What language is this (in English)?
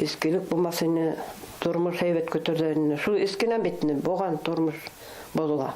Bashkir